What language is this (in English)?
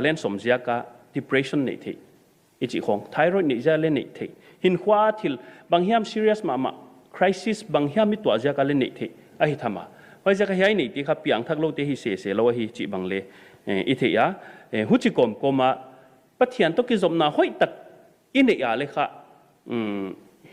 Paite Chin